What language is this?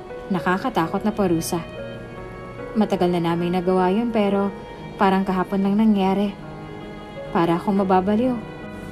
Filipino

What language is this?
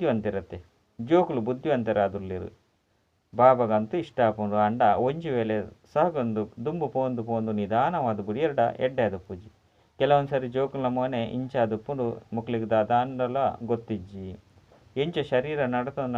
Tulu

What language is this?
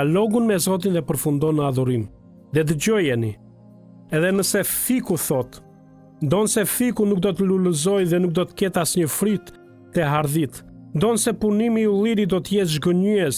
Albanian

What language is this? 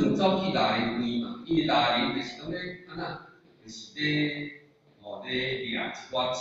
Min Nan Chinese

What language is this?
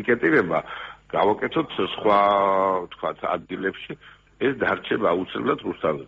Georgian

